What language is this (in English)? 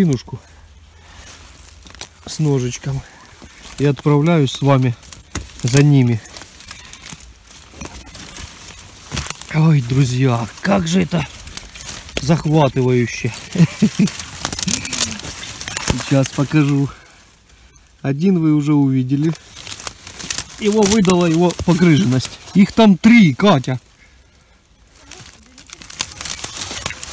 Russian